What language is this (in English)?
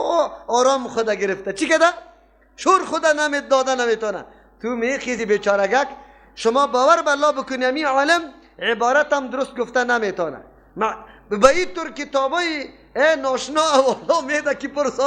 Persian